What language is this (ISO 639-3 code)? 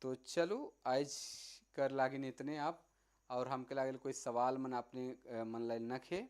sck